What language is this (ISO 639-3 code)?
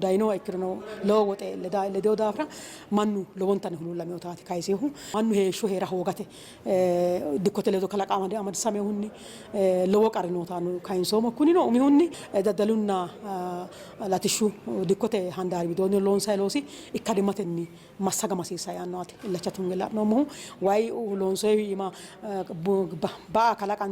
sid